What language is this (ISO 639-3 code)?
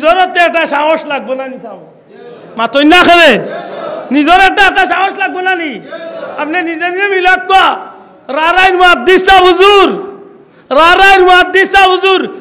syl